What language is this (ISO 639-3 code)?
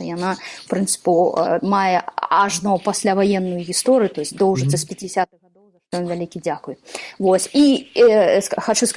bel